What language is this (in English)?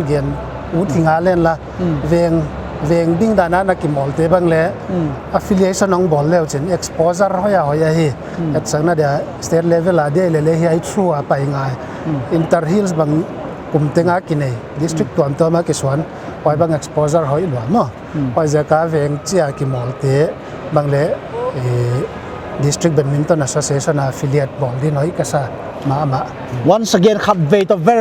Paite Chin